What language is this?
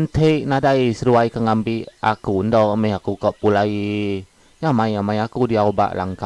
Iban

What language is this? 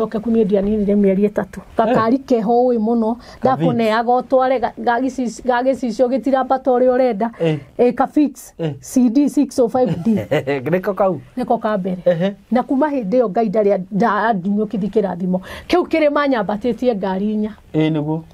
Kikuyu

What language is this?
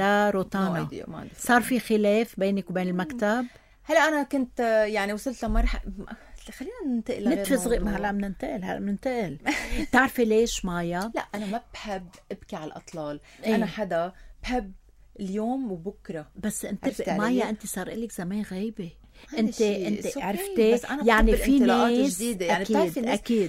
North Levantine Arabic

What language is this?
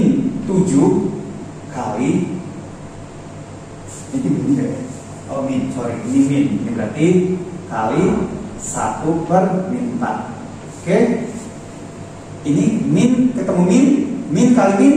Indonesian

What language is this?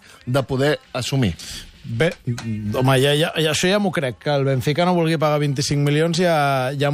Catalan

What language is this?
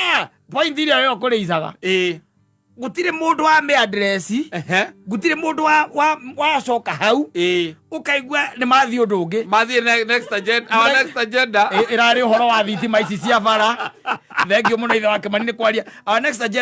Kikuyu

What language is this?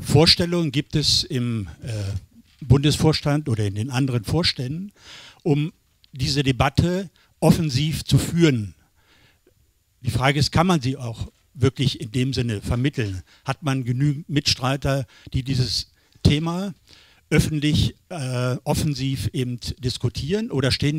German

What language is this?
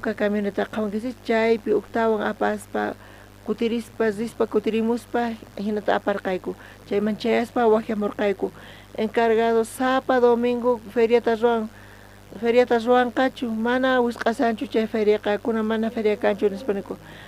South Bolivian Quechua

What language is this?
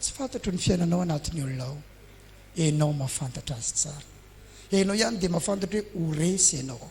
Malagasy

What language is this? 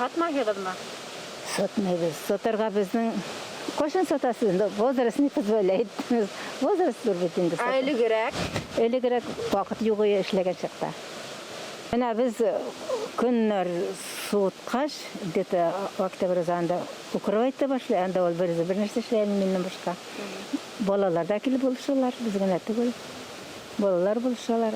Bashkir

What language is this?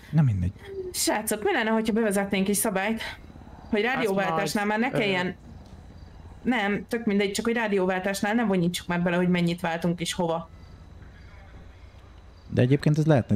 Hungarian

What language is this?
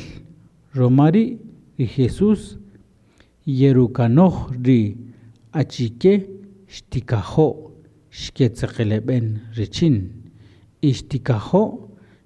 Kaqchikel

